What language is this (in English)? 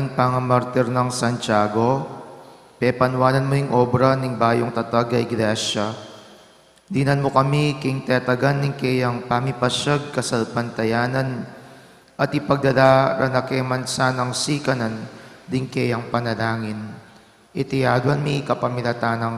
Pampanga